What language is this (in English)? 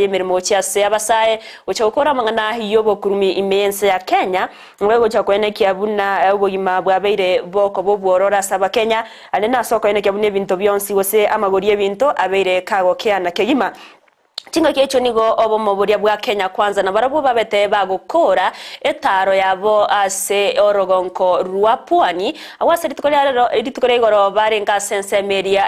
Gusii